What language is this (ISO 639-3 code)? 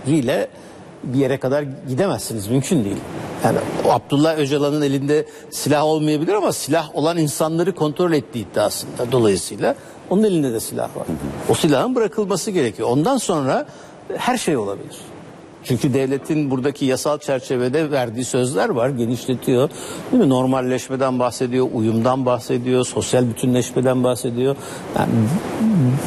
tur